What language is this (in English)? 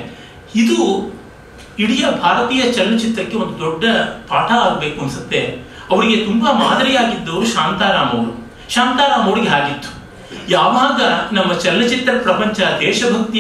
Kannada